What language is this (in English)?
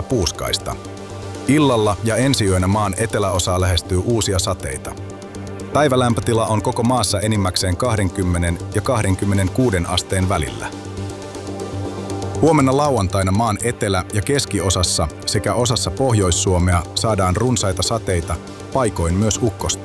Finnish